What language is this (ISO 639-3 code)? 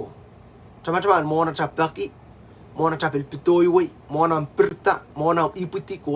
pon